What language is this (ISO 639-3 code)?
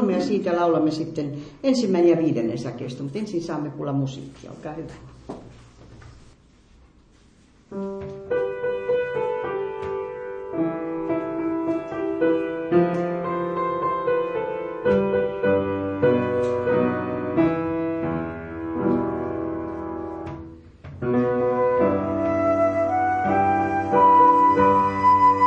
fin